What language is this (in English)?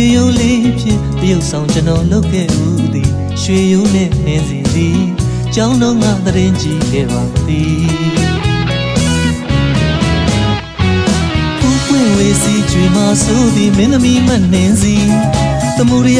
Burmese